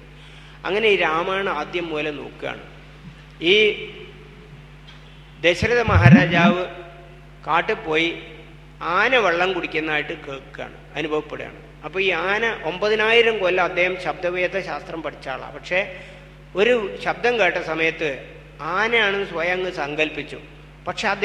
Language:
Malayalam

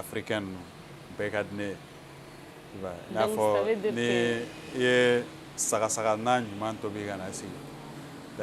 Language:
Bambara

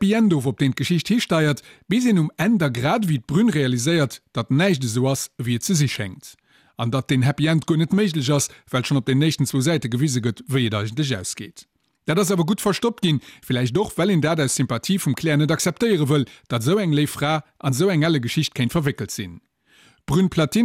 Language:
Luxembourgish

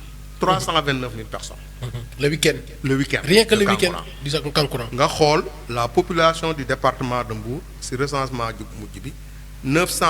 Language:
Wolof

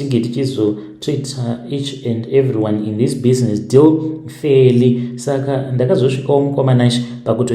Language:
Shona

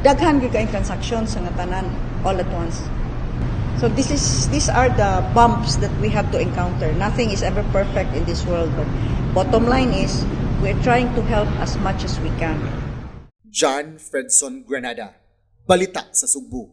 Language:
Cebuano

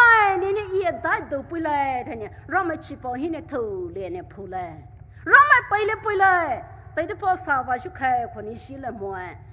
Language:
Poumei Naga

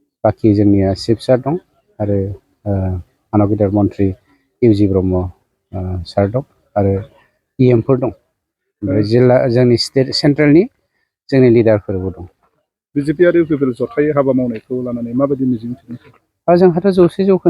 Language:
Bodo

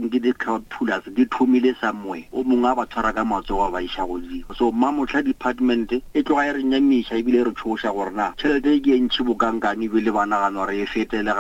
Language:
Northern Sotho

